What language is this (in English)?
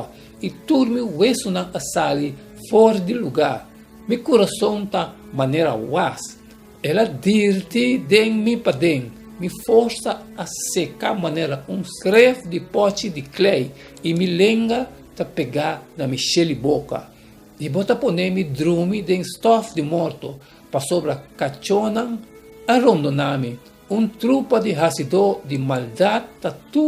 Papiamento